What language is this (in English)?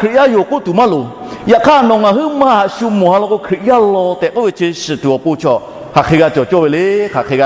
Lahu